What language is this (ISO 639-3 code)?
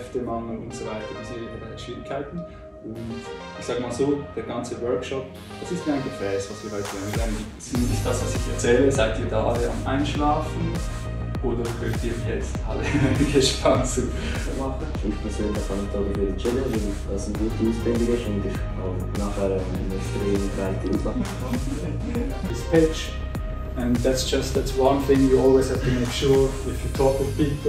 gsw